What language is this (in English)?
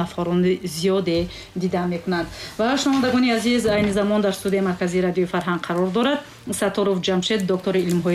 Tajik